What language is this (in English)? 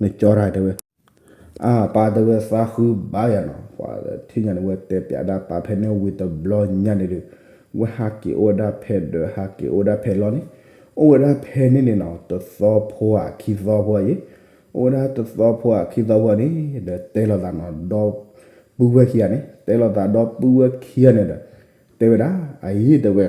S'gaw Karen